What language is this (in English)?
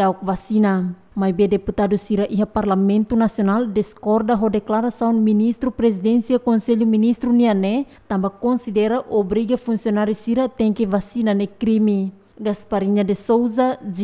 Tetum